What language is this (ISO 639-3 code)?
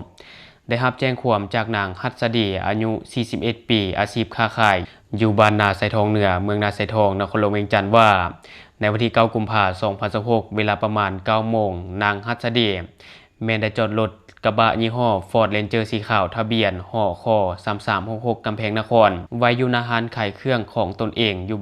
lao